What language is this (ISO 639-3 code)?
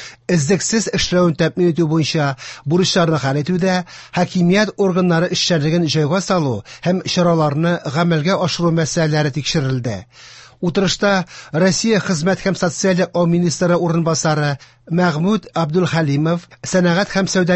tat